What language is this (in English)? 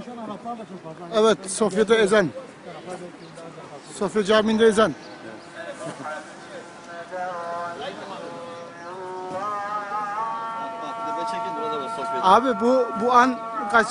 Turkish